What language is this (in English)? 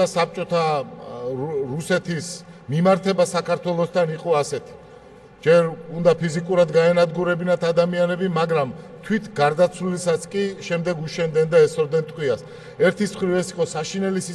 Georgian